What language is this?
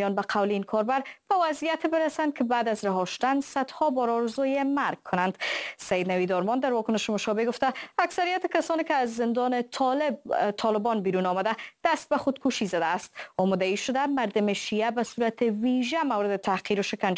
Persian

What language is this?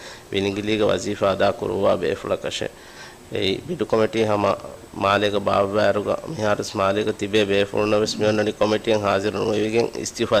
Divehi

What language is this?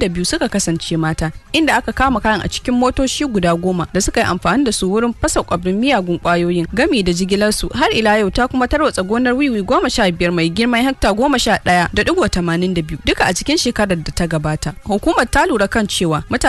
Hausa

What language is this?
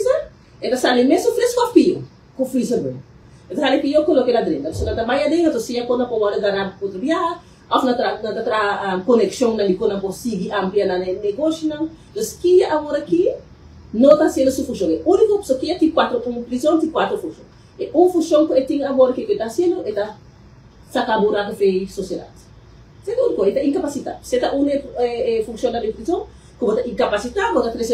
Papiamento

